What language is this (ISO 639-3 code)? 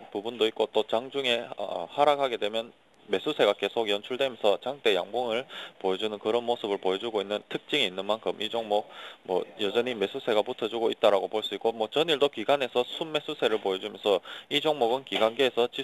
kor